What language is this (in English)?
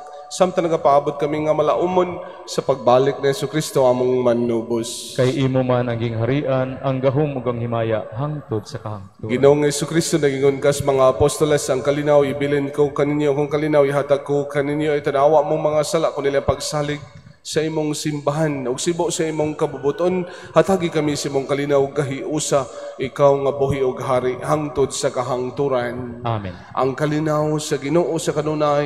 Cebuano